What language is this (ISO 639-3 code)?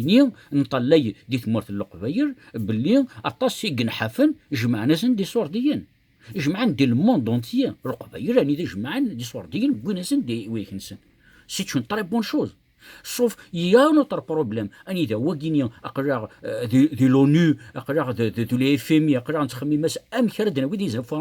kab